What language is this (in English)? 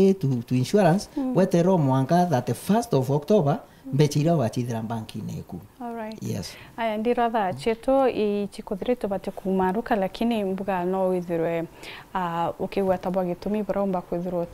Meru